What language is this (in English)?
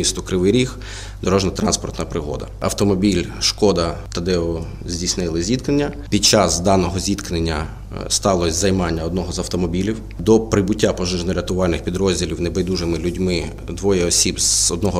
Ukrainian